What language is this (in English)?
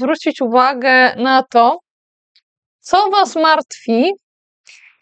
Polish